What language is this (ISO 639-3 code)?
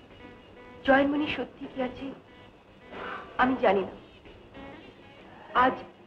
ben